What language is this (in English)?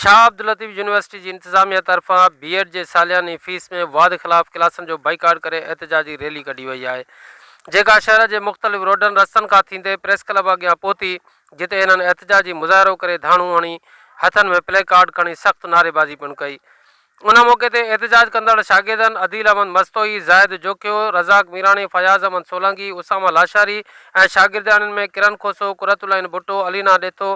Sindhi